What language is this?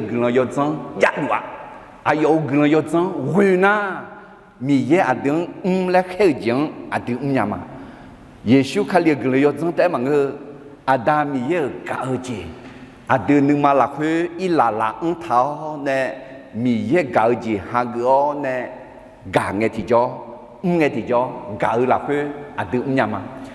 Akha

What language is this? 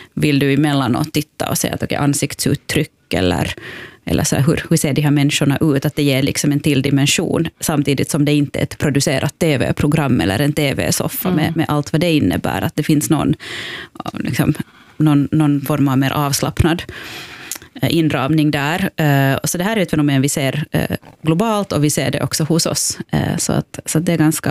Swedish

